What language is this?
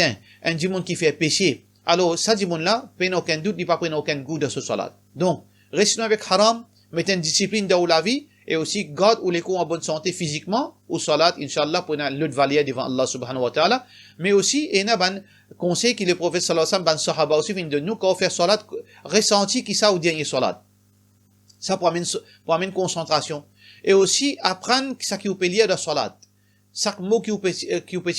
Morisyen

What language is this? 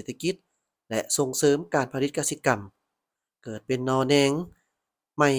Lao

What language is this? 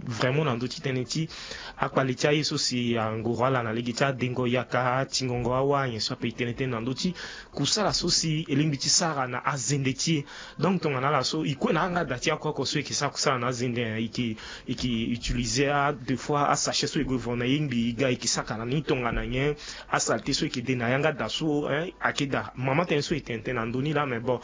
Sango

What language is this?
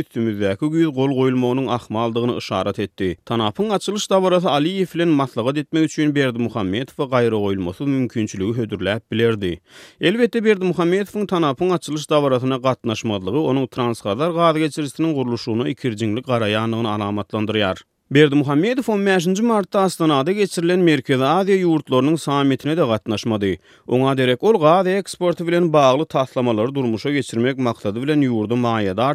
Turkmen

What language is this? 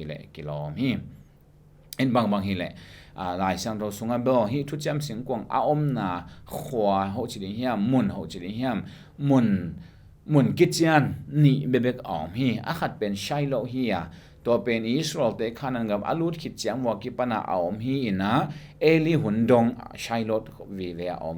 Tedim Chin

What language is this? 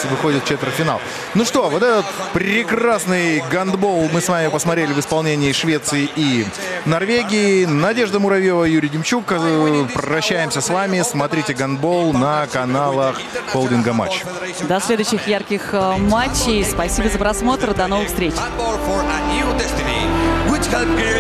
Russian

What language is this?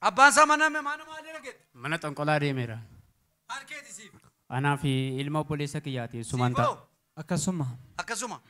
Oromo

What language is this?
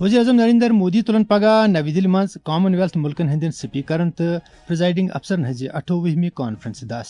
Kashmiri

